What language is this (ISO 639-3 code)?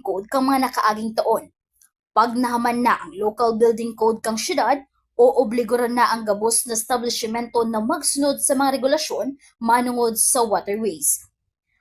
bik